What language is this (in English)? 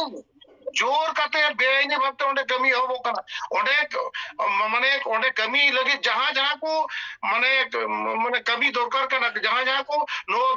Santali